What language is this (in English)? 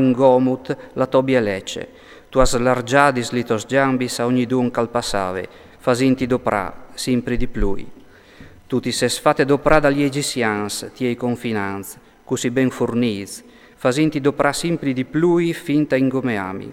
Friulian